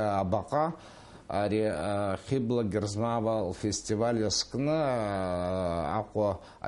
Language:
Abkhazian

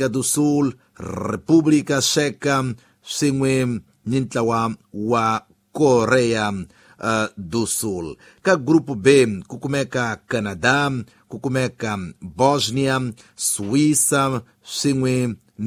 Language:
Tsonga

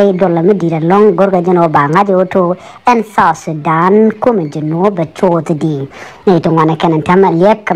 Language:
Nuer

